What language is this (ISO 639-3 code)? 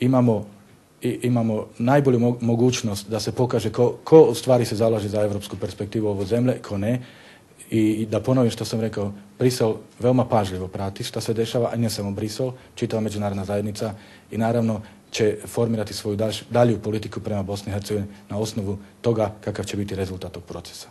bos